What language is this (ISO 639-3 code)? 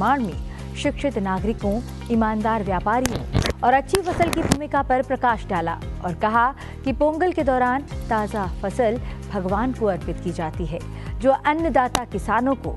hin